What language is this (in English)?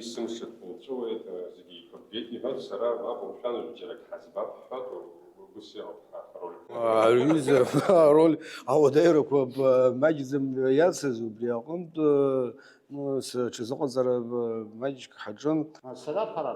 Abkhazian